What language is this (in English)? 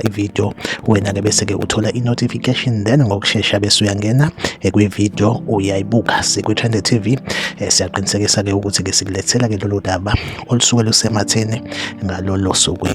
Zulu